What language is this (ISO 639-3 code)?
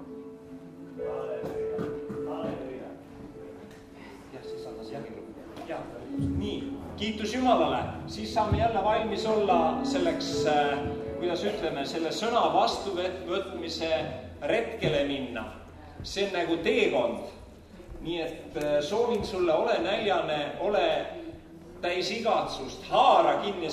est